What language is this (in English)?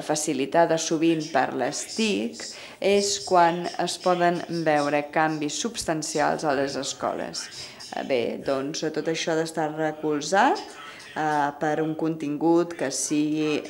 Catalan